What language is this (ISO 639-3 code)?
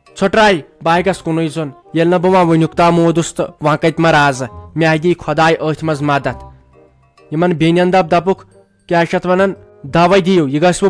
kas